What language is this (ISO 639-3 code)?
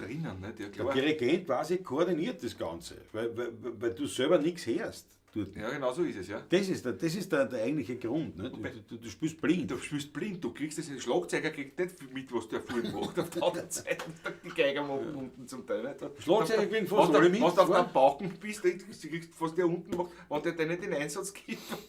bar